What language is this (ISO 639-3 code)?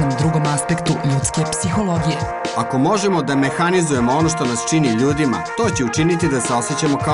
srp